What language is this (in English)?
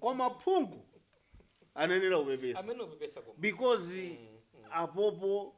Nyanja